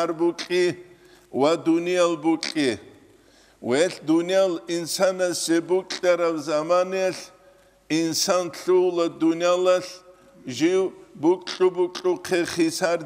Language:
Avaric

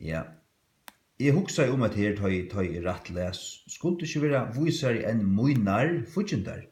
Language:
Faroese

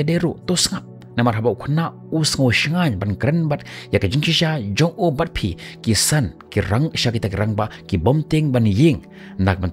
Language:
Khasi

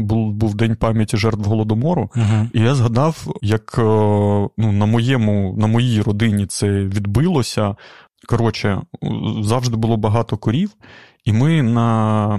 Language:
Ukrainian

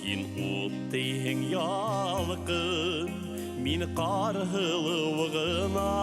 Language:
Bashkir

